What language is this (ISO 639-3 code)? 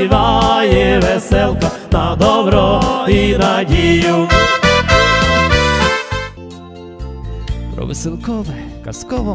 ukr